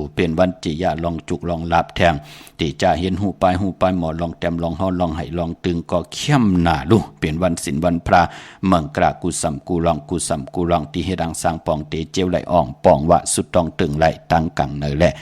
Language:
Shan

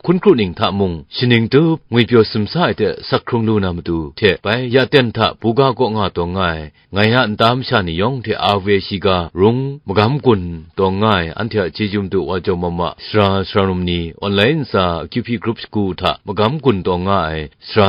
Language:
Kachin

